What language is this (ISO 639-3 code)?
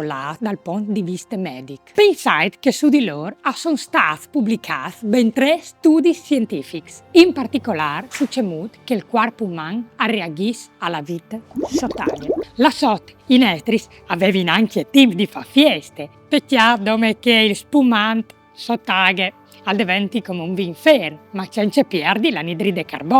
fur